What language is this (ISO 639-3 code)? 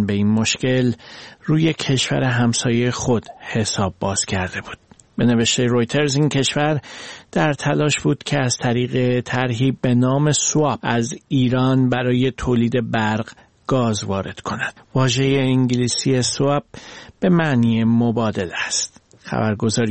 fas